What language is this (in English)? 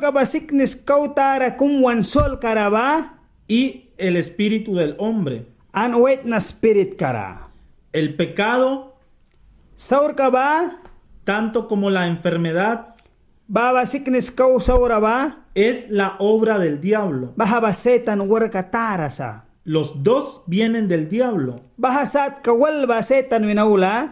Mískito